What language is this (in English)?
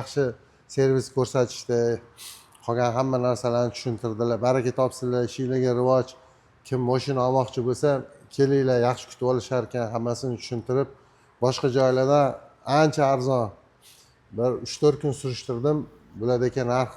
Uzbek